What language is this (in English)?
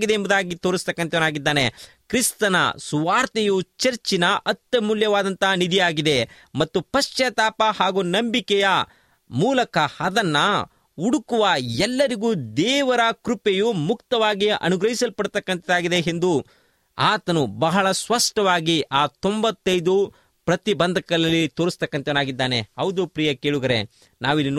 Kannada